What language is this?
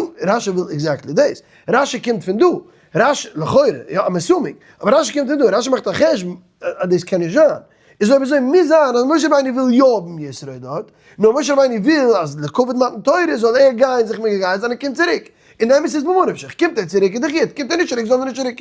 Yiddish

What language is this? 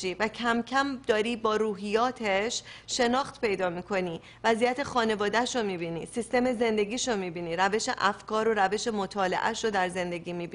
Persian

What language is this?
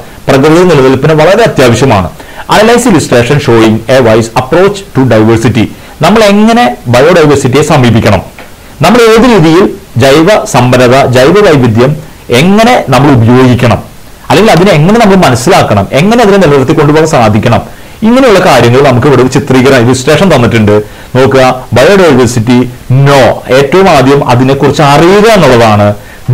Malayalam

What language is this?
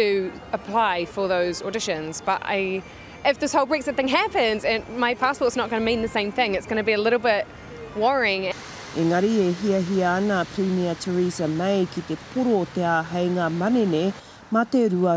Māori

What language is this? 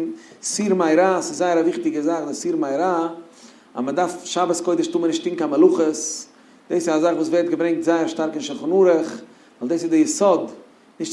Yiddish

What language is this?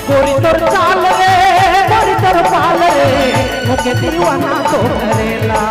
Sadri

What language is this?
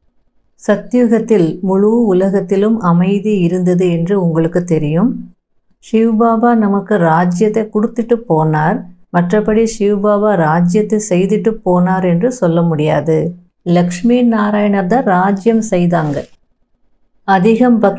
Tamil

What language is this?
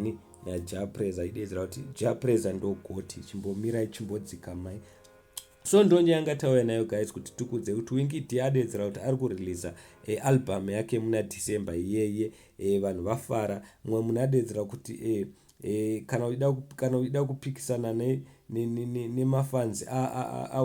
Shona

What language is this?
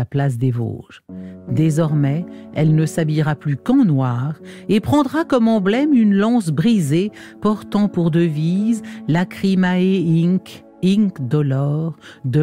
French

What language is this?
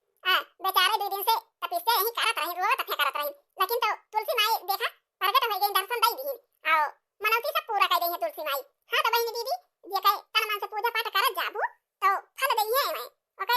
Awadhi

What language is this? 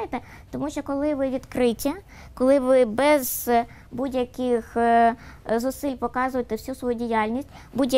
Ukrainian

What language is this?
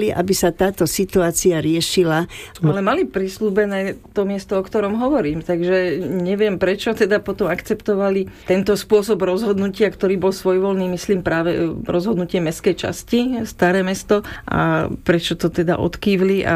Slovak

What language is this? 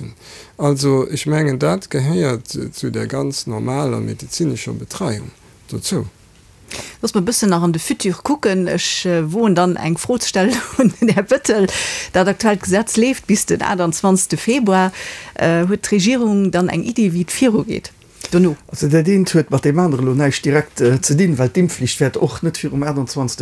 Luxembourgish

